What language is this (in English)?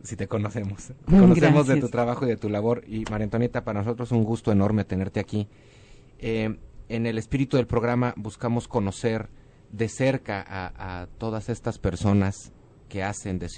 Spanish